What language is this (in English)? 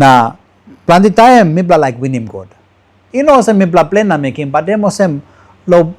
Tok Pisin